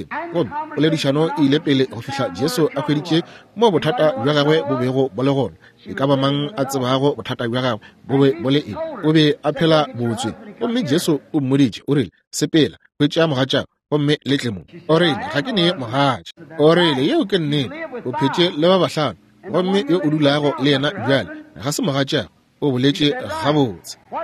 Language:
Northern Sotho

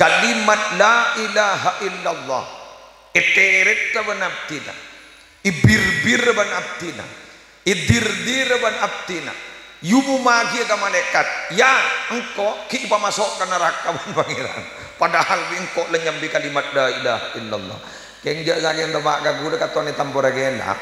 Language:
Madurese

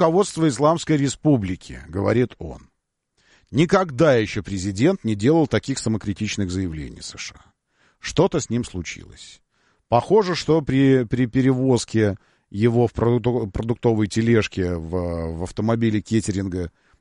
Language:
Russian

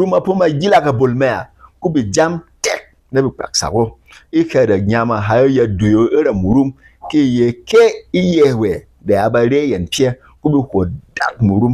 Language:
Berom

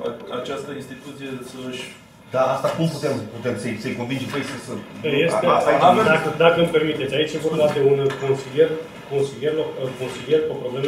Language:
Romanian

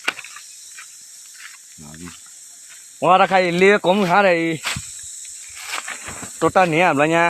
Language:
S'gaw Karen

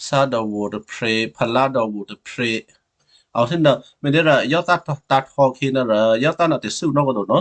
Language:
Western Kayah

